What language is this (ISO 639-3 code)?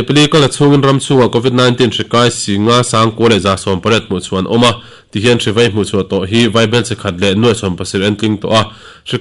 lus